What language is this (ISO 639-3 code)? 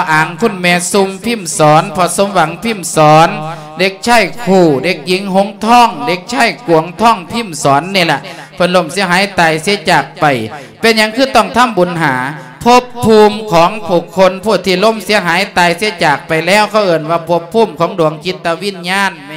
lao